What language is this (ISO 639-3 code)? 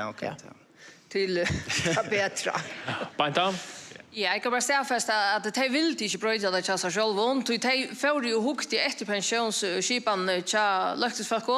fao